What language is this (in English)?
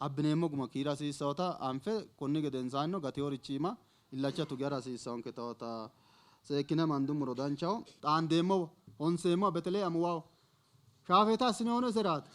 Sidamo